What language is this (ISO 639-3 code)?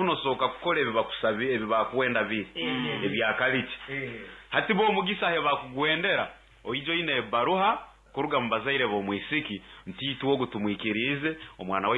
nyo